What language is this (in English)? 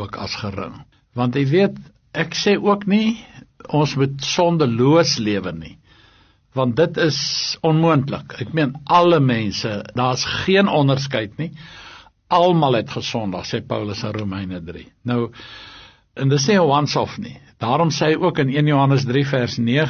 Afrikaans